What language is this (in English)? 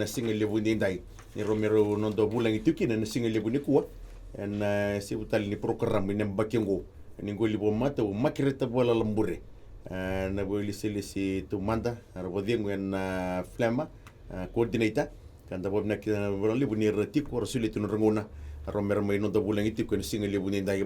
Fijian